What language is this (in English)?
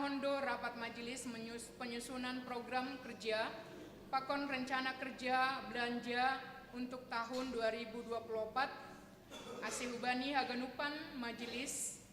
Batak Simalungun